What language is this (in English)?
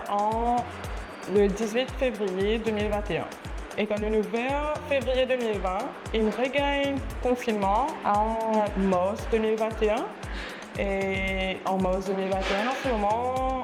Morisyen